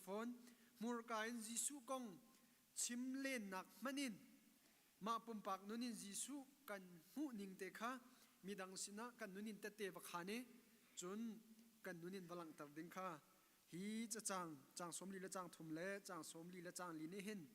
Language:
Hakha Chin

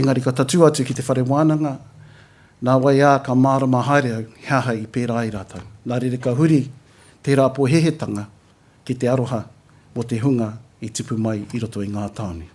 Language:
Māori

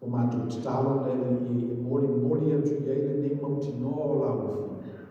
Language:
Samoan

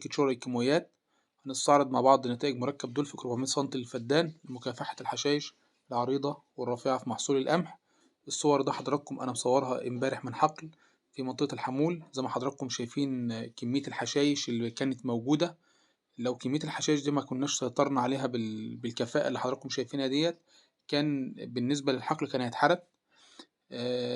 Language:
Egyptian Arabic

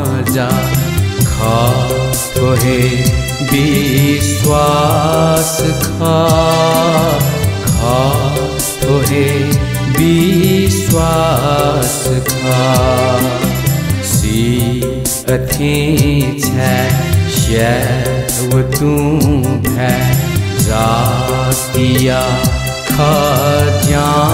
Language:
Newari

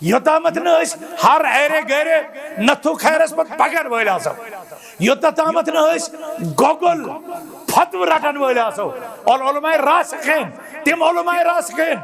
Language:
Kashmiri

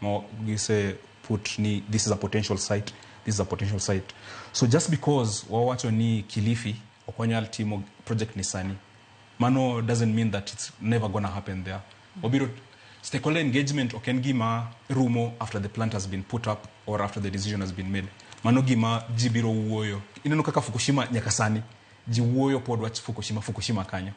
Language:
Luo (Kenya and Tanzania)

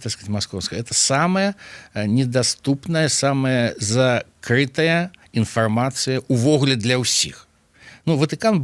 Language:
Belarusian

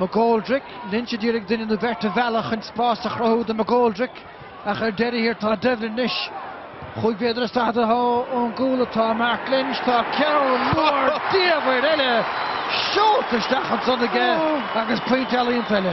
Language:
Irish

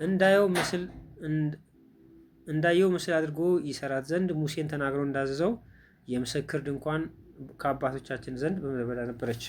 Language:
Amharic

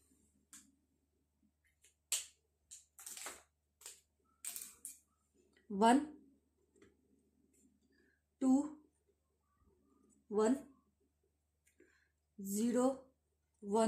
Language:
Gujarati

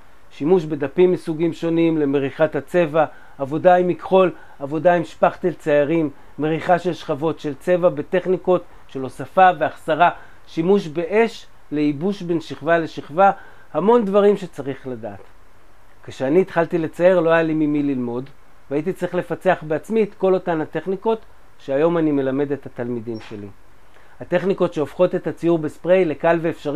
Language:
Hebrew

